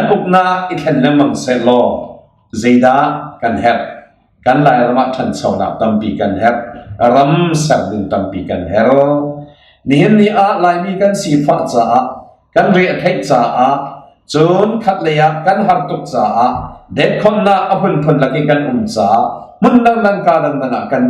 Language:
Hakha Chin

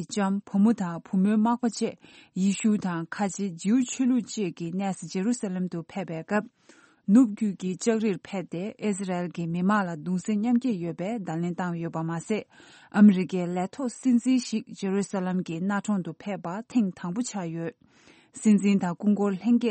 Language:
Tibetan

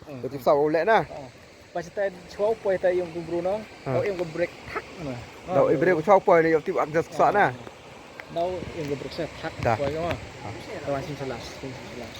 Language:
Khasi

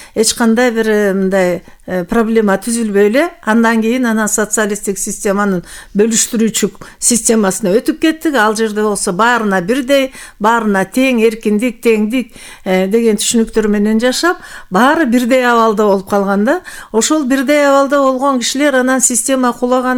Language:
Kyrgyz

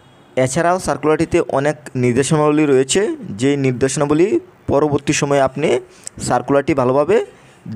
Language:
Bangla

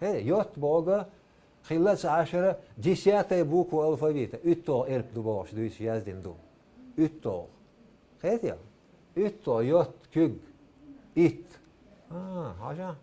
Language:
Chechen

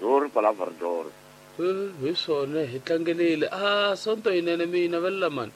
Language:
Tsonga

